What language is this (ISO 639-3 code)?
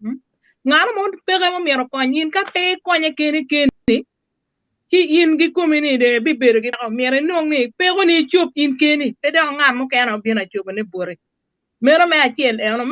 ach